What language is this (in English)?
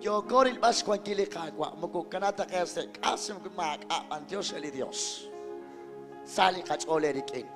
Kekchí